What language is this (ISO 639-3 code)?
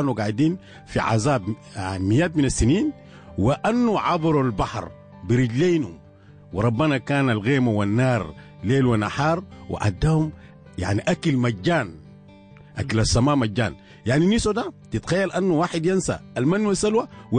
apd